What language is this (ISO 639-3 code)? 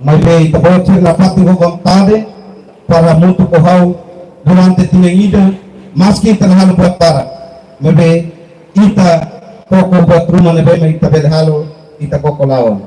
tet